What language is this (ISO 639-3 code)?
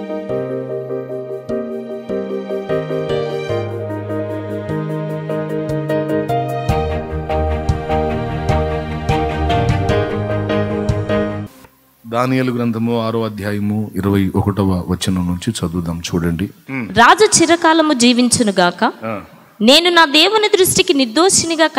tel